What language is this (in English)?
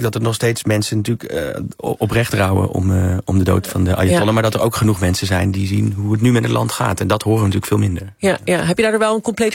Dutch